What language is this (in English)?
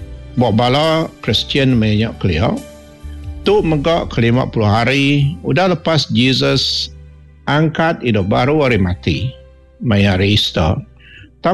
Iban